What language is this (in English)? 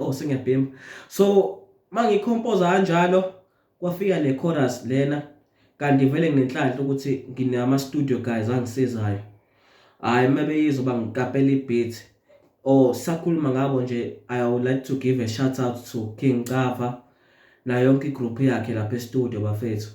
Zulu